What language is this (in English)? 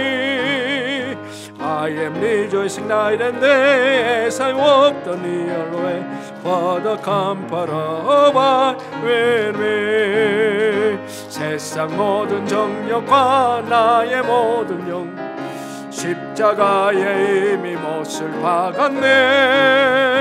Korean